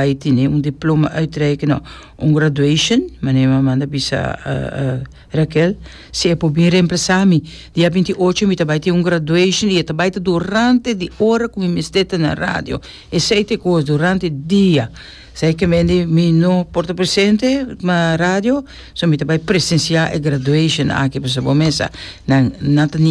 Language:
Papiamento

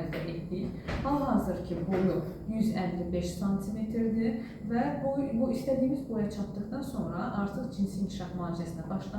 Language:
Azerbaijani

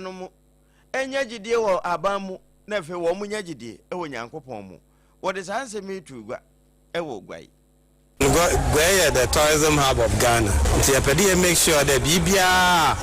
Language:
Akan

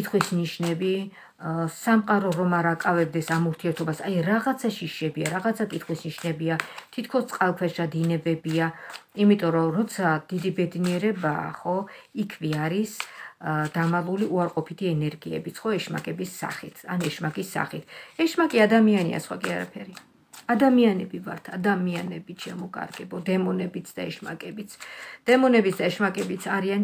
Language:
Georgian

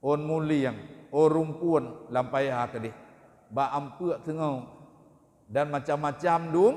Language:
Achinese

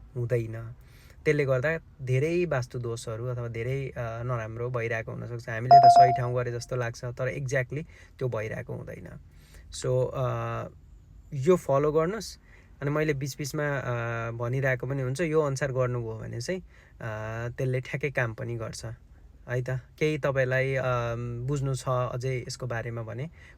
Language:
Nepali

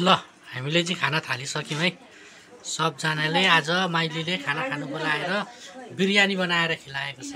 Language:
Nepali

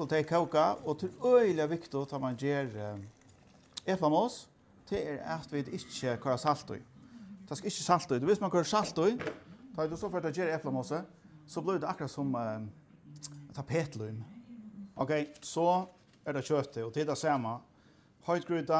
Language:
Faroese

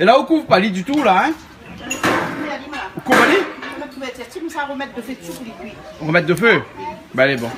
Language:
Réunion Creole French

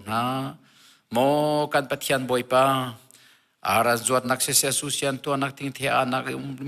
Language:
Hakha Chin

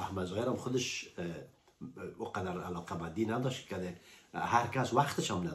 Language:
Persian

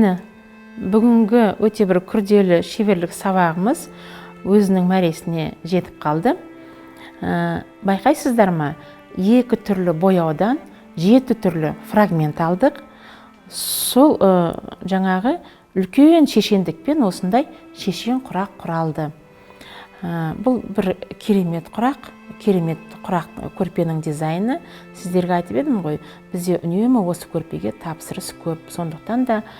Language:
Kazakh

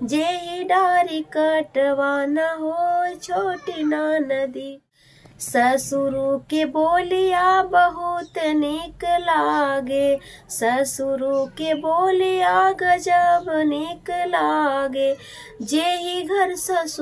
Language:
Bhojpuri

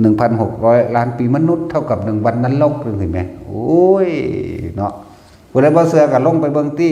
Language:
Lao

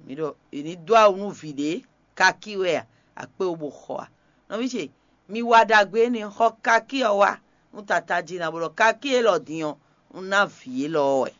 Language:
Fon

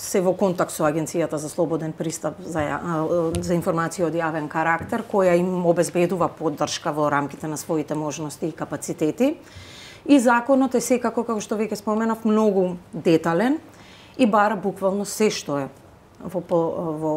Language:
Macedonian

